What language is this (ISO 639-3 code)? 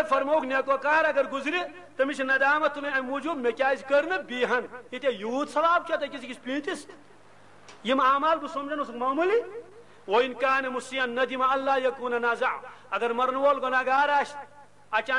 kas